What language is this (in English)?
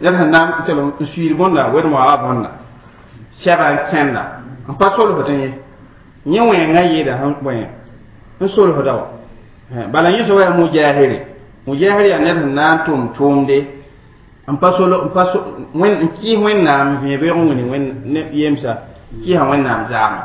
Mossi